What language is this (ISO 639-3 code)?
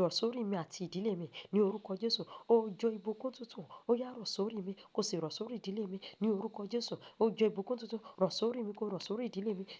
yor